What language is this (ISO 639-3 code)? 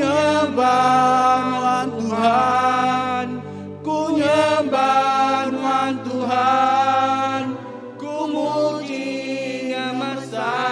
iba